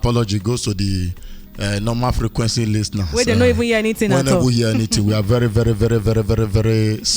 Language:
Nigerian Pidgin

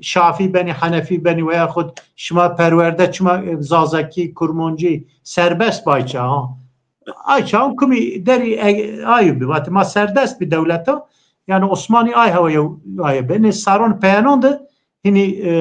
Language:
Zaza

